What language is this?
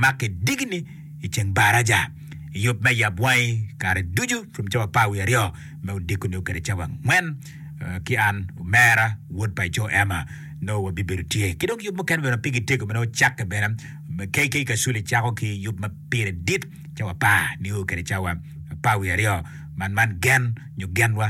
Acoli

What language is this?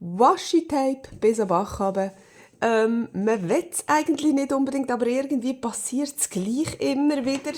Swiss German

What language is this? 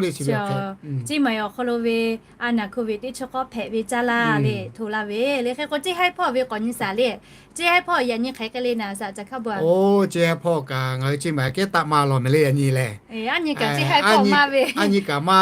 Lahu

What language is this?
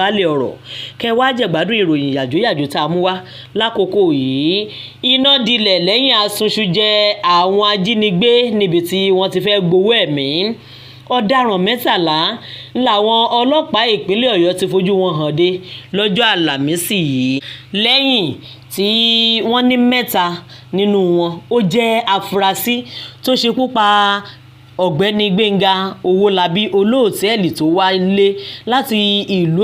Yoruba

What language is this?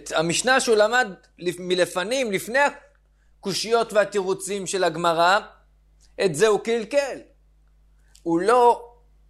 Hebrew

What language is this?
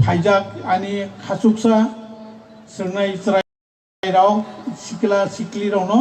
Kok Borok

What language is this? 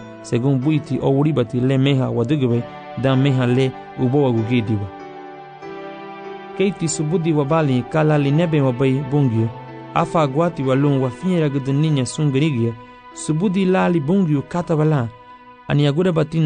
Garifuna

